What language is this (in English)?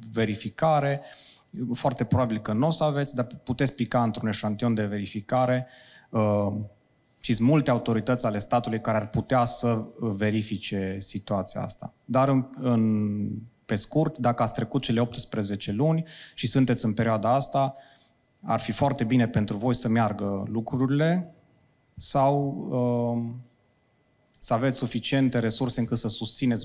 Romanian